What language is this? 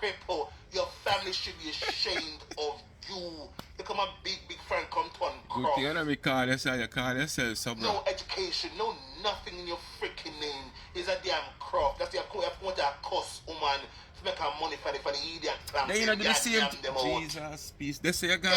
Jamaican Creole English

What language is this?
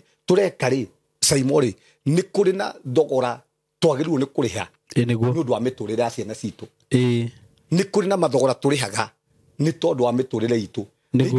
Kikuyu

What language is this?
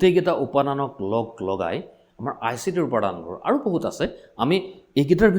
Assamese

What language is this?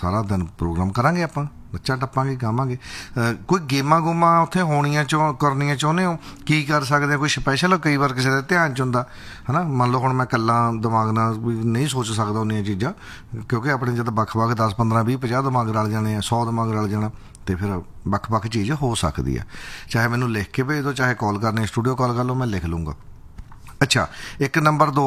Punjabi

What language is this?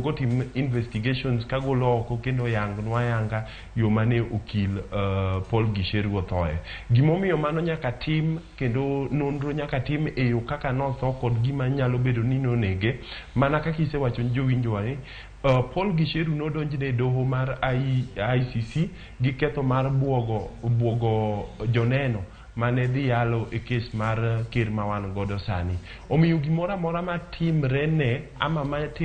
Luo (Kenya and Tanzania)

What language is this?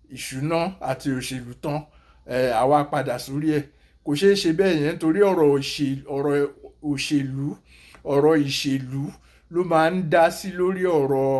Yoruba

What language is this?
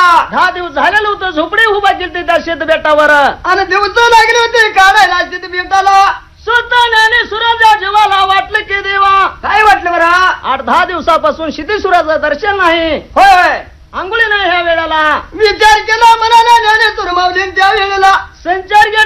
Marathi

